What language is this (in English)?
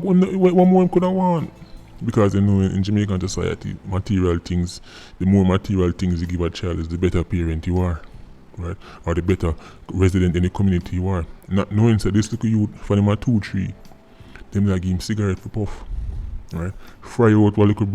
Jamaican Creole English